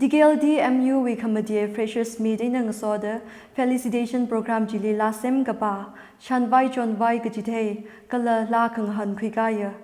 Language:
Tangkhul Naga (India)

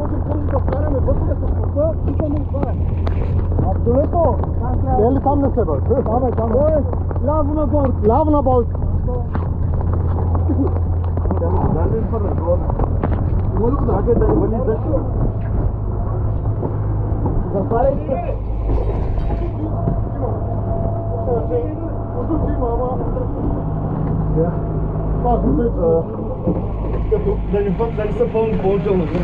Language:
Bulgarian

